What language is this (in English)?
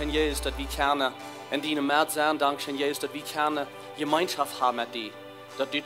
Plautdietsch